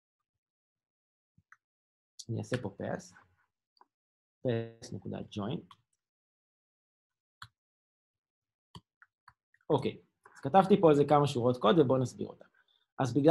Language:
Hebrew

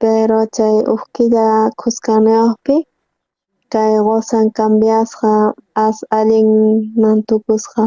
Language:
South Bolivian Quechua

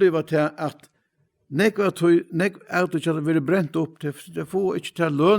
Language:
Faroese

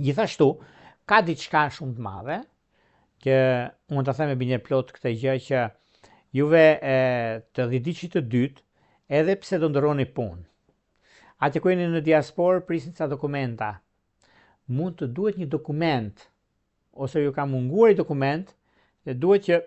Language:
Albanian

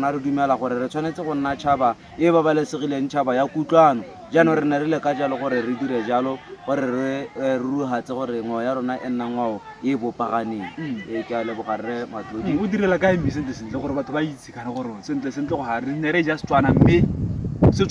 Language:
Tswana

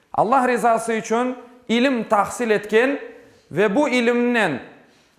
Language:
Crimean Tatar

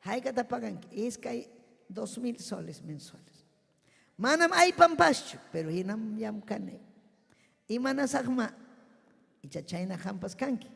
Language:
Ayacucho Quechua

